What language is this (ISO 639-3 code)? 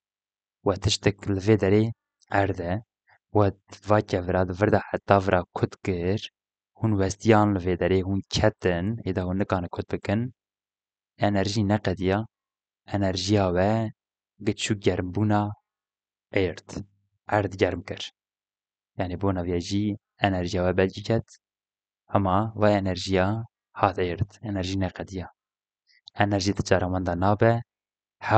kur